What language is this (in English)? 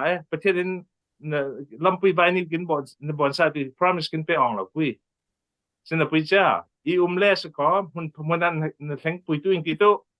Falam Chin